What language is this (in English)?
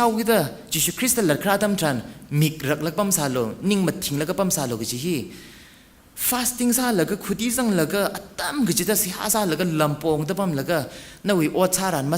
Tangkhul Naga (India)